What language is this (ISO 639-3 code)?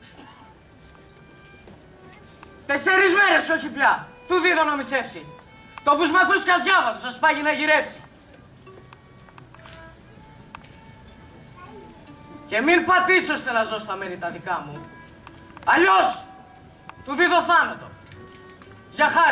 ell